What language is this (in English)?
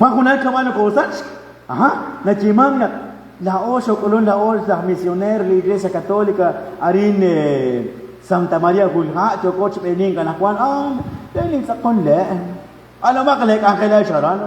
Kekchí